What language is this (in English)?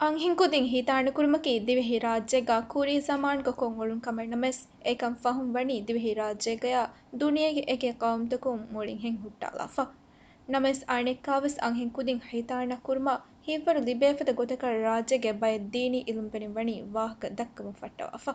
Divehi